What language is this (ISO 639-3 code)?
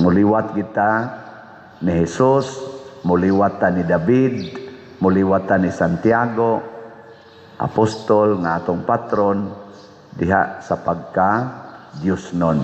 ceb